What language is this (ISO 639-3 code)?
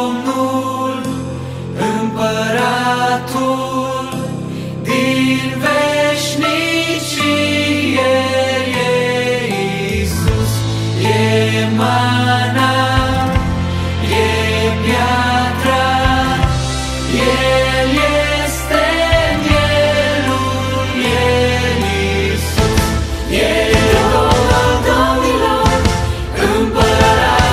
ron